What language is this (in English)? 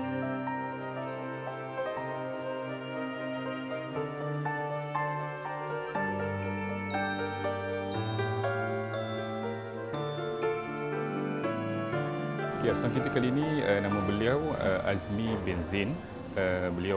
Malay